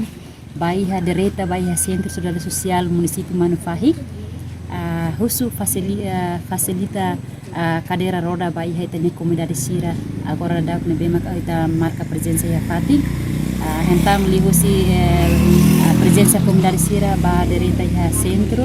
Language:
Tetum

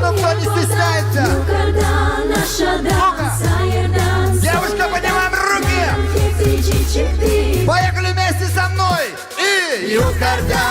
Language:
Gagauz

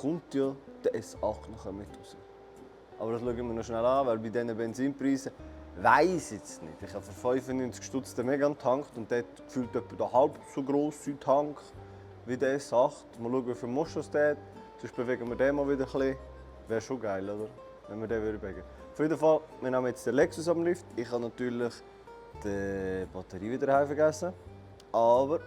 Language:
Swiss German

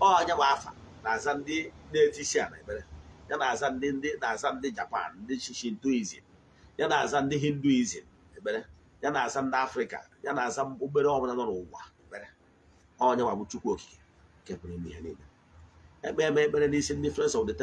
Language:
Igbo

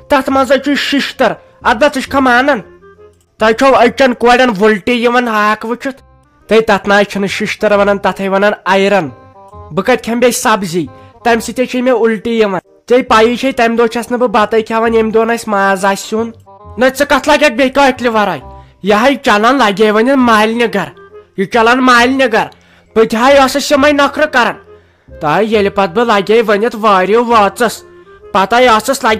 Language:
Kashmiri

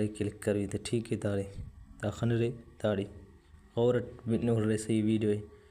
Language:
Brahui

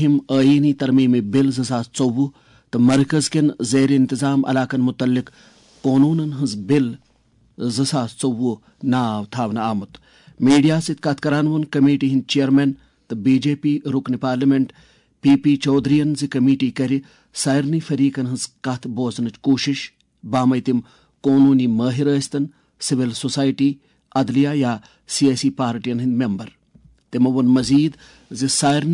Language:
Kashmiri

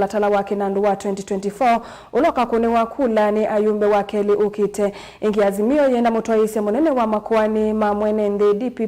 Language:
Kamba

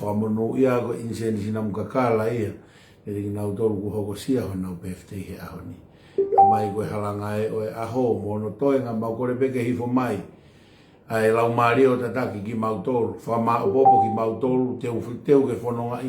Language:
Tongan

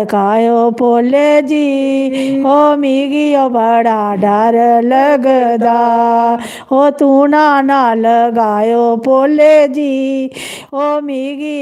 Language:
Dogri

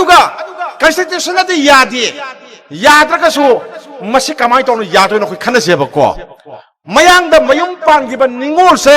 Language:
Manipuri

